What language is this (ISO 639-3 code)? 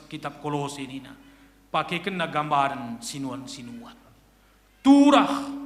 btx